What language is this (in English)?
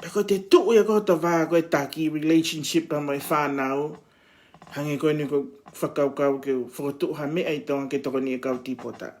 Tongan